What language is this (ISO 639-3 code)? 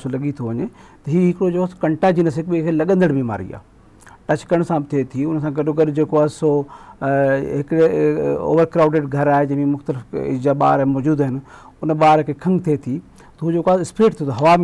snd